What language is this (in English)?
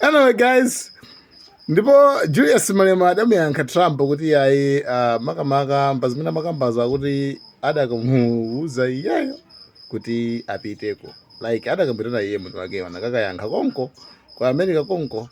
Nyanja